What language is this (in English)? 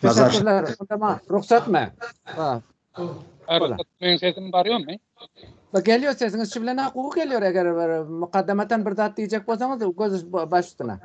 Turkmen